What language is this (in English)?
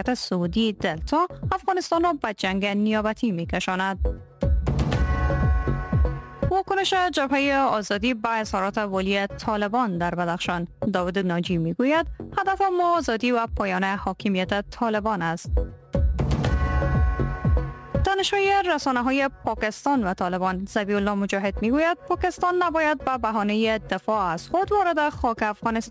Persian